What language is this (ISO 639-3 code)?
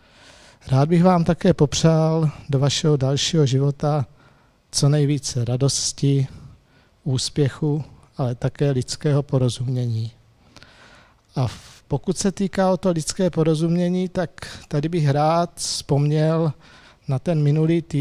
ces